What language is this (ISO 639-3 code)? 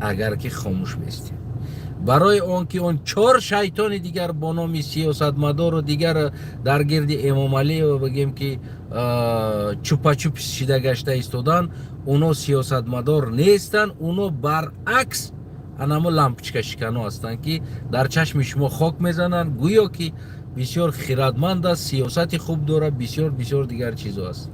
tgk